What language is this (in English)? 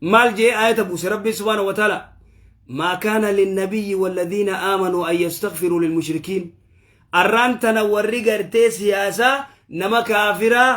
Oromo